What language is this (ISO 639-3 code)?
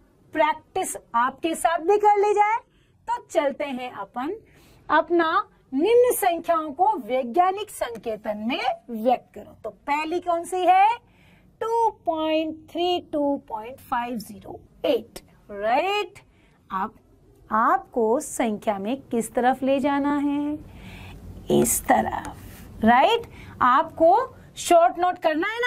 hin